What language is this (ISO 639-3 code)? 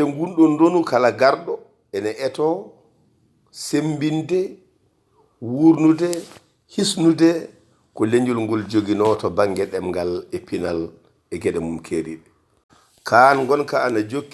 ful